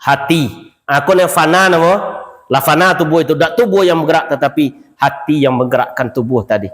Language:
Minangkabau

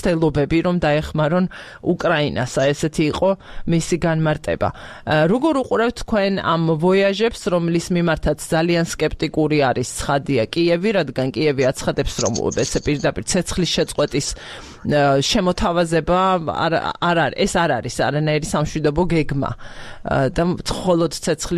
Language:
Georgian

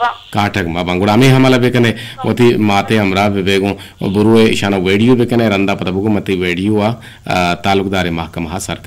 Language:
Eastern Balochi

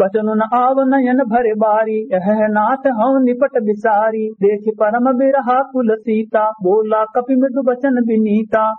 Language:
Awadhi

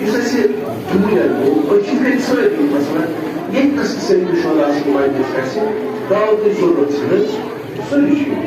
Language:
Kashmiri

